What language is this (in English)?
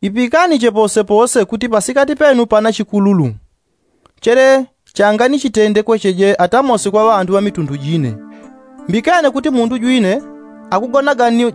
Yao